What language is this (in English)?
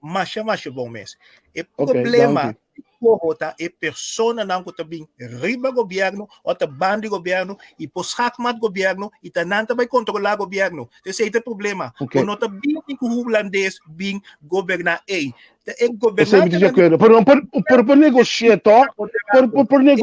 Papiamento